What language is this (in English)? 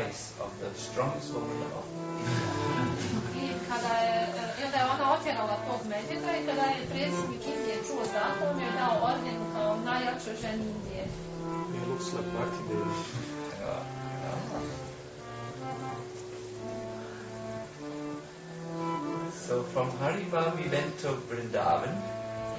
Croatian